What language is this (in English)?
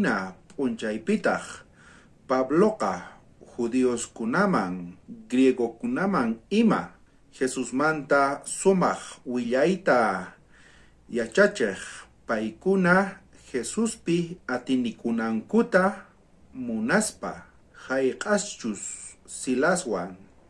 South Bolivian Quechua